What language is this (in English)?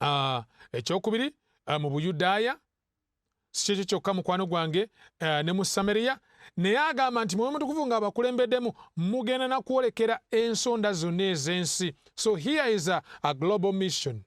Ganda